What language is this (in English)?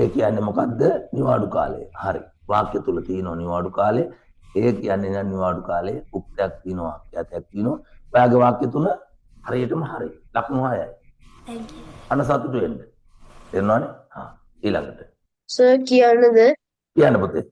Sinhala